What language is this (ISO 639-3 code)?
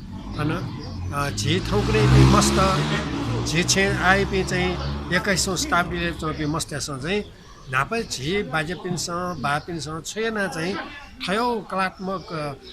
new